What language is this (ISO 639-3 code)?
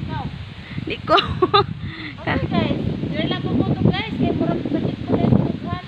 ceb